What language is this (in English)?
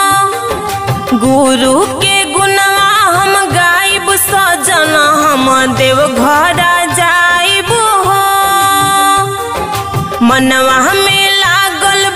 Bhojpuri